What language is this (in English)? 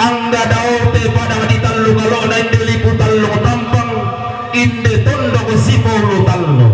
Toraja-Sa'dan